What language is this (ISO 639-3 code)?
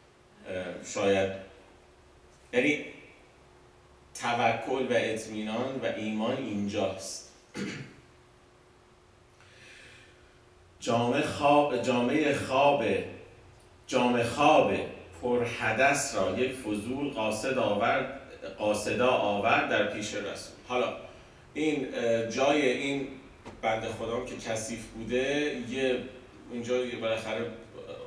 fas